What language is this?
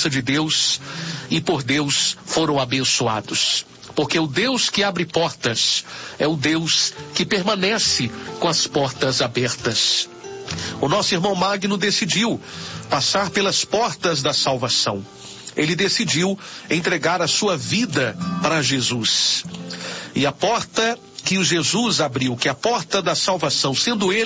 Portuguese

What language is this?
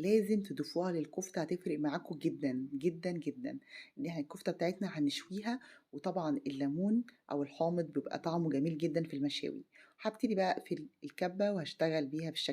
Egyptian Arabic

